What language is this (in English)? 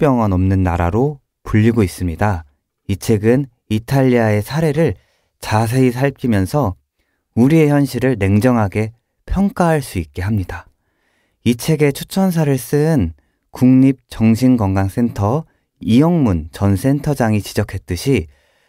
Korean